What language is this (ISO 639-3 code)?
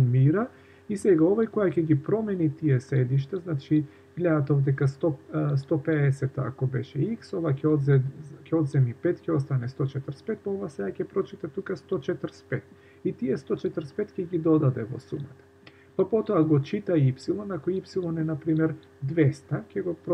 mkd